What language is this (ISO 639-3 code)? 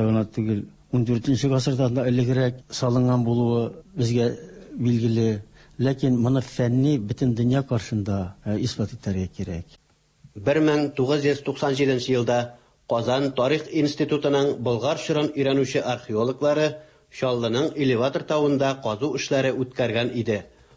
tat